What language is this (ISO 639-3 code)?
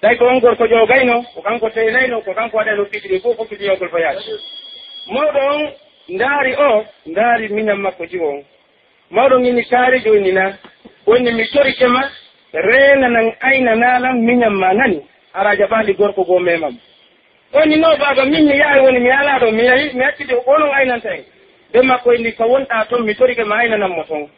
fuf